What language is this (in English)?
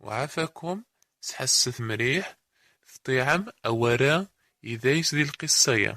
Kabyle